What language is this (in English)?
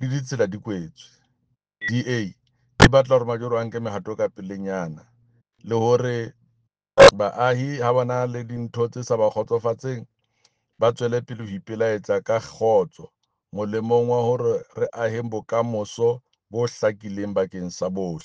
Southern Sotho